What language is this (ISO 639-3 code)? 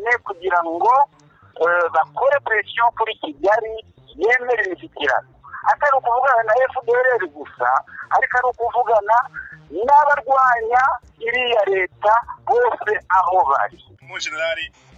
kin